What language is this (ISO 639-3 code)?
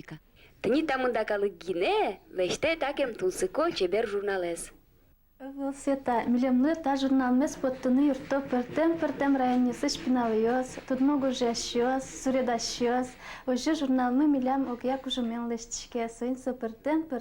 udm